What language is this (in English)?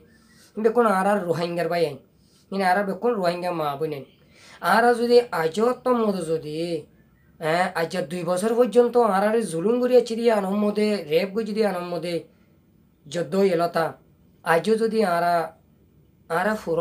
Rohingya